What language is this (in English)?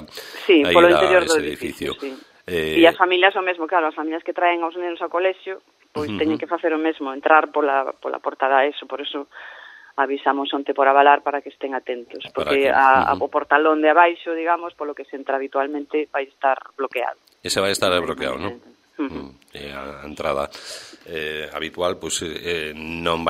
Galician